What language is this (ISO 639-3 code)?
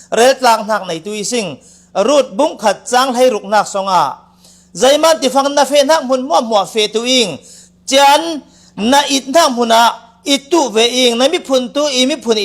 cfm